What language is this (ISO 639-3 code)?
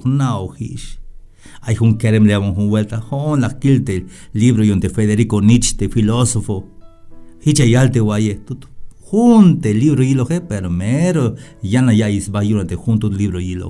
tzh